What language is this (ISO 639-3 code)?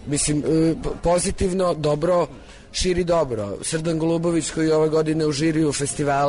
srp